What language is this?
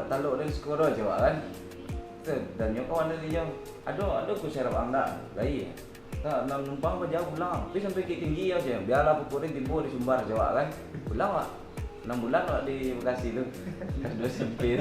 Minangkabau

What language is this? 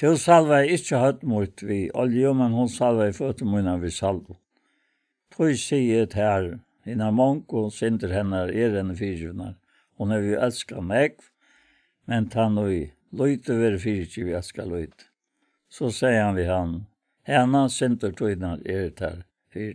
Faroese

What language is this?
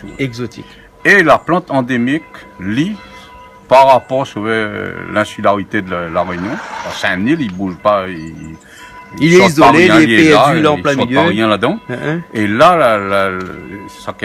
Réunion Creole French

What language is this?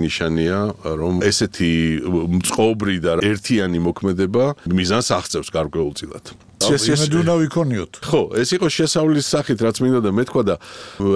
Georgian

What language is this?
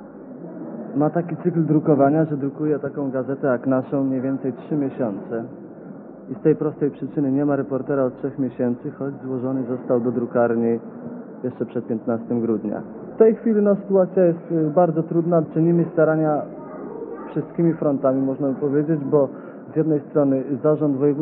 Polish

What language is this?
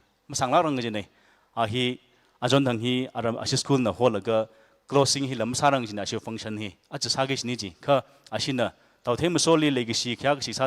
Tangkhul Naga (India)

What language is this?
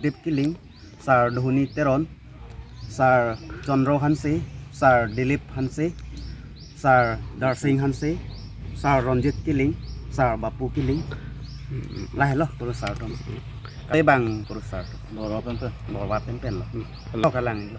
Karbi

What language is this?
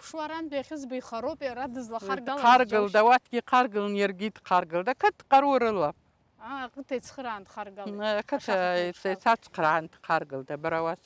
Abkhazian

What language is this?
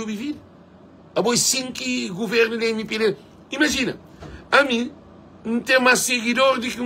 Kabuverdianu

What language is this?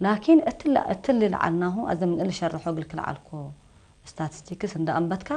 Tigre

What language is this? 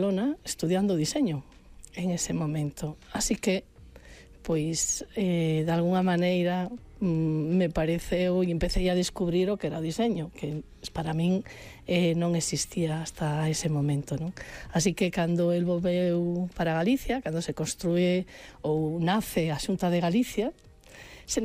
Galician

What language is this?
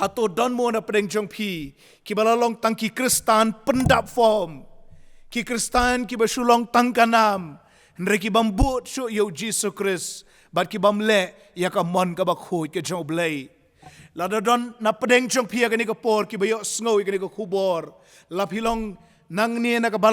Khasi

